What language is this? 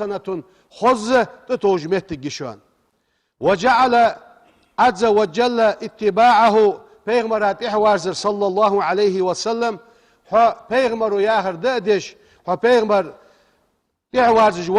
Ingush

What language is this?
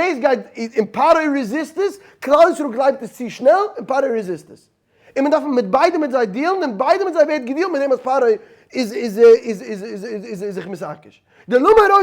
Yiddish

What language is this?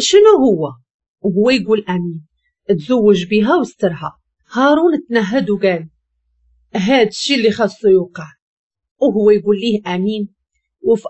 Moroccan Arabic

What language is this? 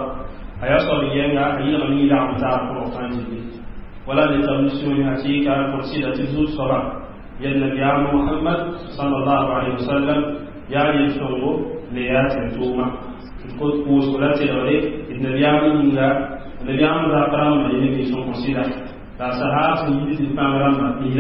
Mossi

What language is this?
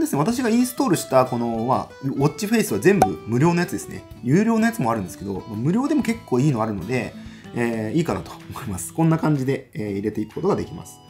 Japanese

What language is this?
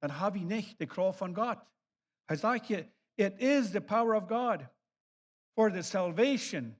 Plautdietsch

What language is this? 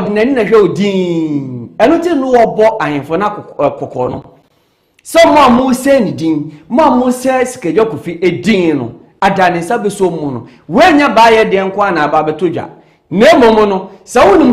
Akan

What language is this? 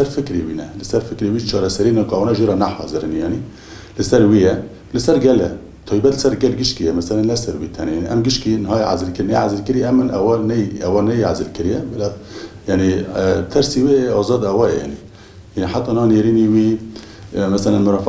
Kurdish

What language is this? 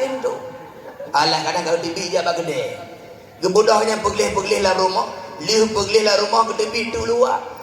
Achinese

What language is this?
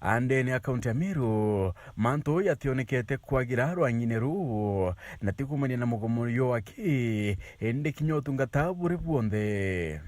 Meru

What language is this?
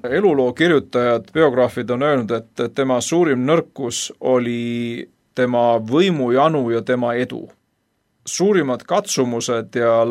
Estonian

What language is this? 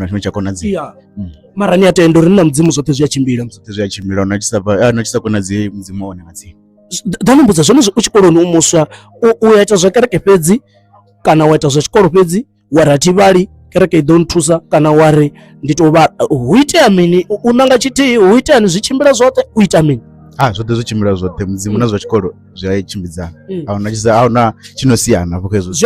Venda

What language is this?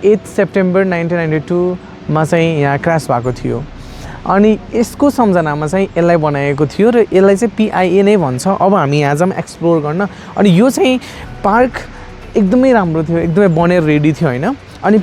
Nepali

